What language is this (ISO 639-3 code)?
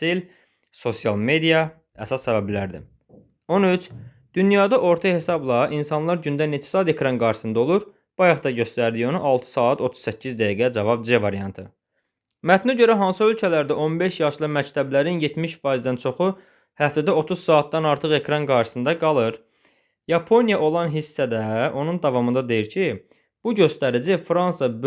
aze